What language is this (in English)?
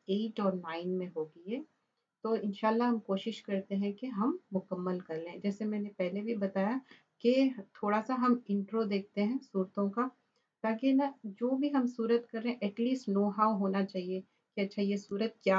Urdu